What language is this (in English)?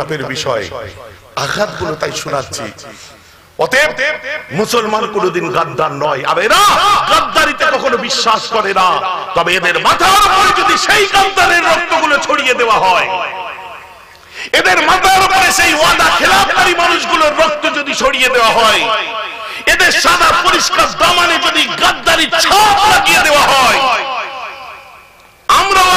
Bangla